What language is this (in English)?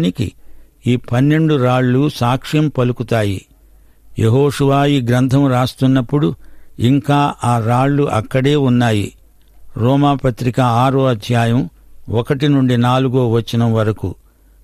Telugu